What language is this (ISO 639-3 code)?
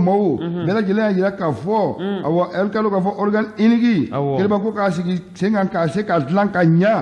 bam